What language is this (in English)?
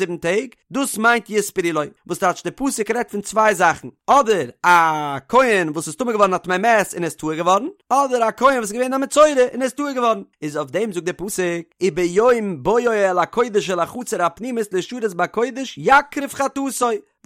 Yiddish